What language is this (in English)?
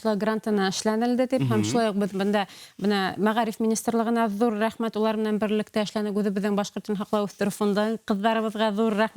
Bashkir